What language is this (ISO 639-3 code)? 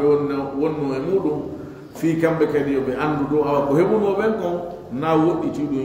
ful